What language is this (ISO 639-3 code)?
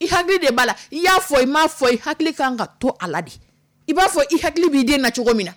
dyu